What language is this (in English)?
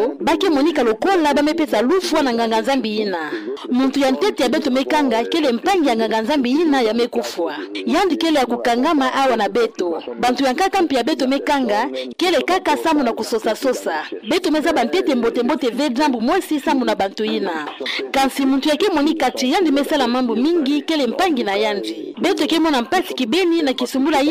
Kituba (Democratic Republic of Congo)